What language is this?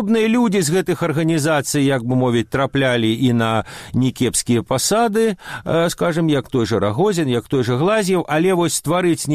Belarusian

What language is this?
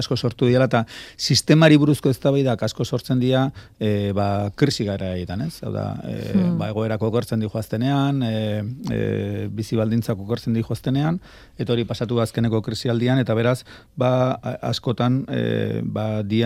Basque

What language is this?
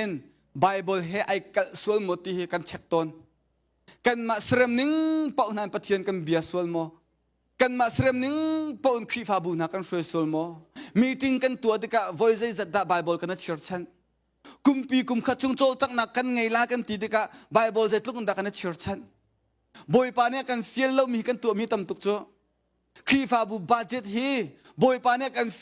Hakha Chin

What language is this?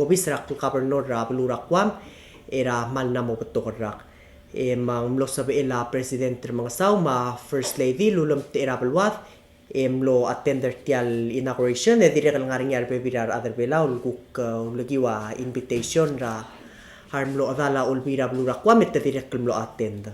Palauan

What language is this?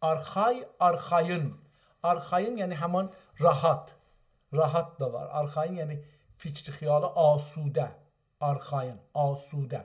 South Azerbaijani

